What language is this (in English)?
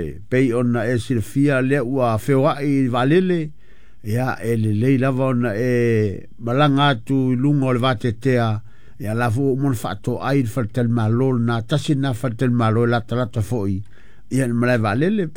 Samoan